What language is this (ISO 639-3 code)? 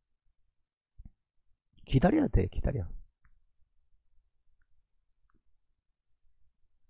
kor